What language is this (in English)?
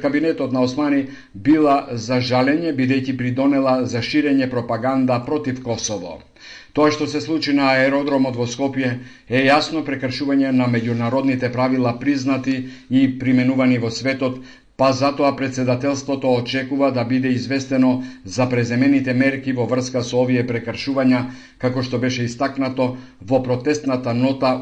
Macedonian